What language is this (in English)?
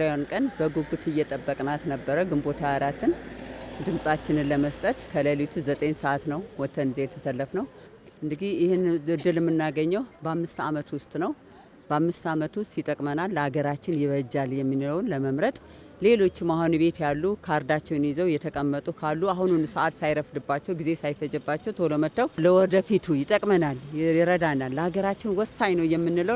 Amharic